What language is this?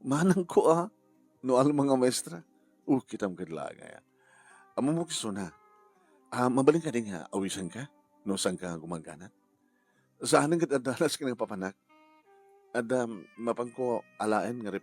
Iloko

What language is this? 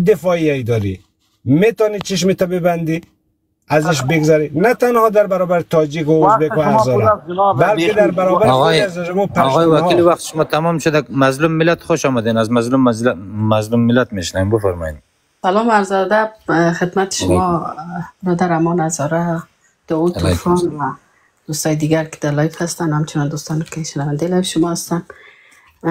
Persian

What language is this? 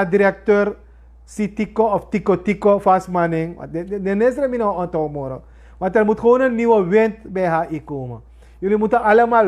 Sranan Tongo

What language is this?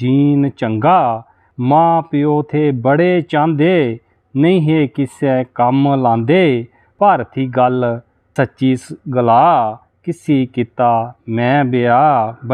Dogri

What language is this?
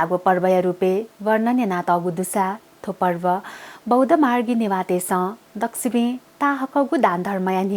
Newari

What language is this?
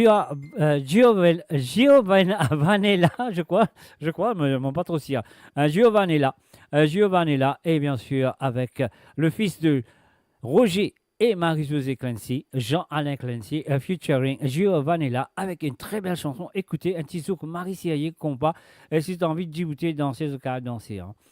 Morisyen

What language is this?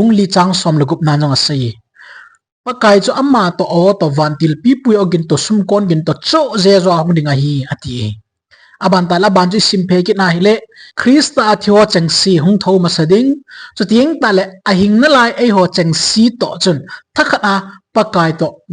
Thado Chin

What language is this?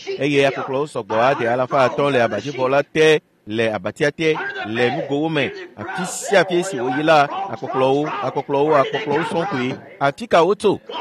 Ewe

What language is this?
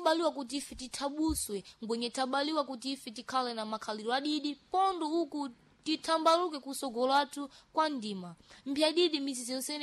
Sena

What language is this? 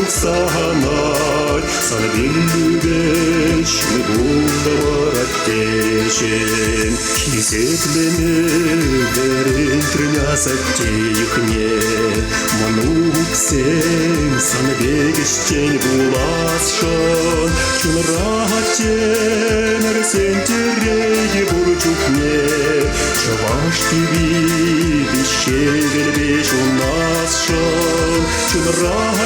Chuvash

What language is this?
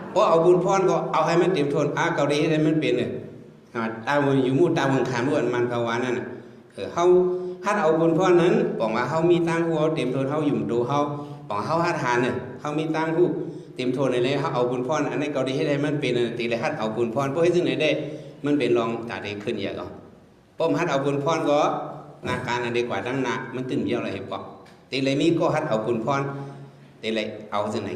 Shan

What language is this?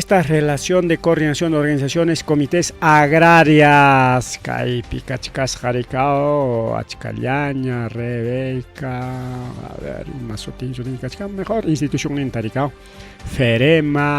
Ayacucho Quechua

